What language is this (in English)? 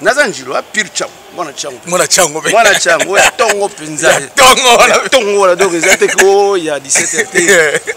Lingala